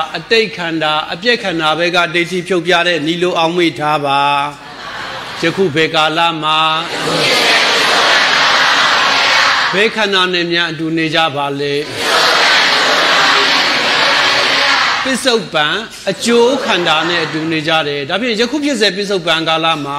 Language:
Burmese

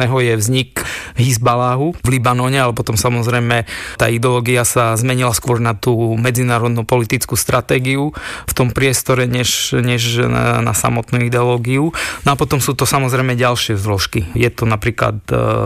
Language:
Slovak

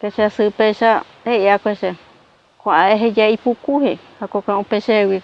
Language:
Guarani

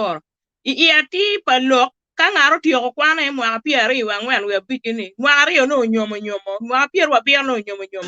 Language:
Acoli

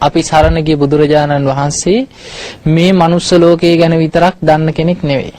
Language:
Sinhala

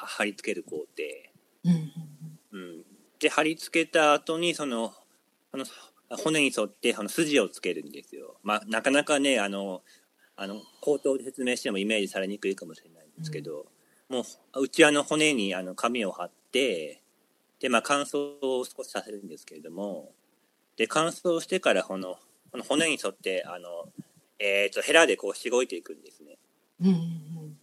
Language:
Japanese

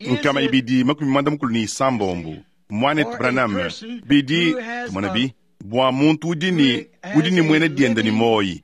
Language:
Luba-Lulua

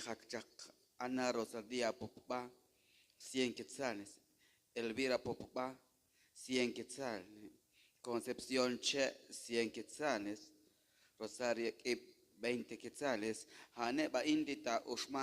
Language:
Kekchí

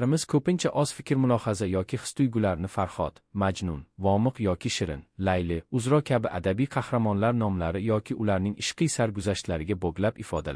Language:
Uzbek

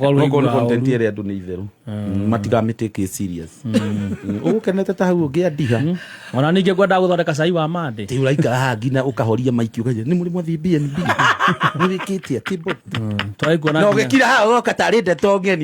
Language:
Kikuyu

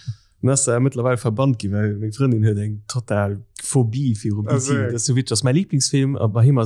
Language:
Luxembourgish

